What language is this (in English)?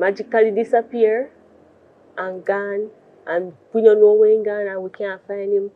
Jamaican Creole English